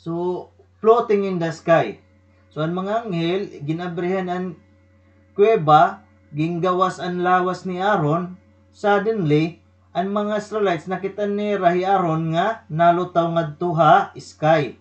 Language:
Waray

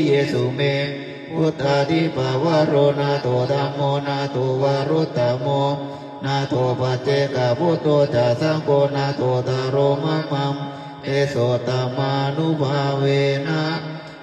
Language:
Pali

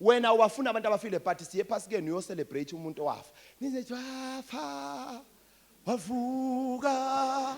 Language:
Zulu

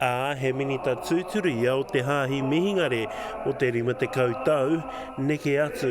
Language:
Māori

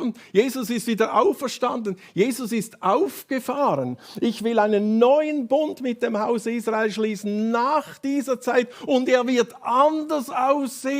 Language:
Swiss German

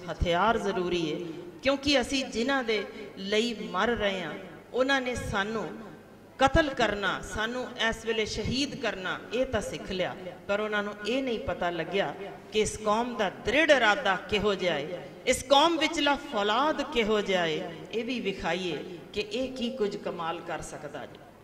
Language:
Punjabi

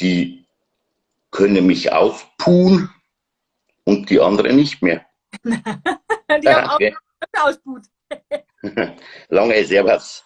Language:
Bavarian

